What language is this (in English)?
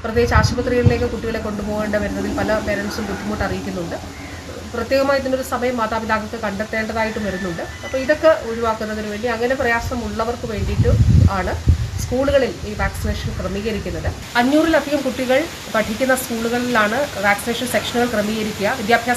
Malayalam